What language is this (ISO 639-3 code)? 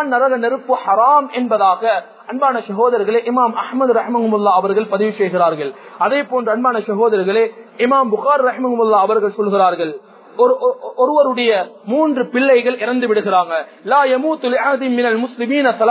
tam